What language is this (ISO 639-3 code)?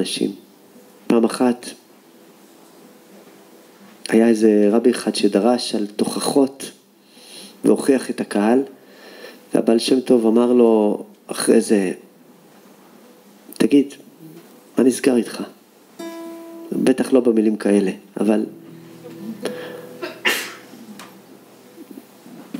heb